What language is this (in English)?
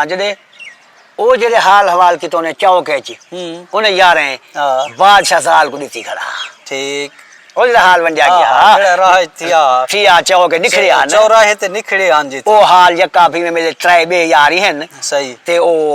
Saraiki